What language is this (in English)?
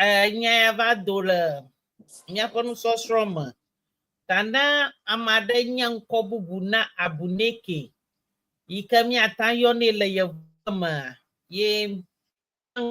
Ewe